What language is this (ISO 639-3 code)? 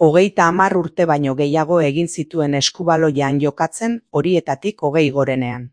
eus